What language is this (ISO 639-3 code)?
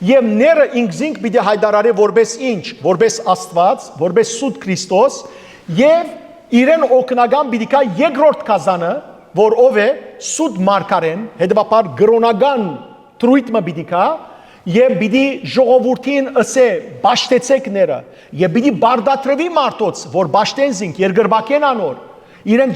hyw